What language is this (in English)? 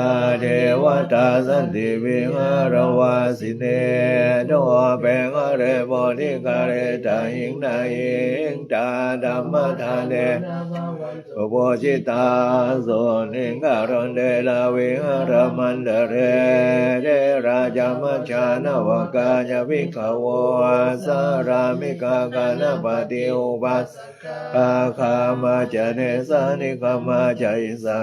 Pali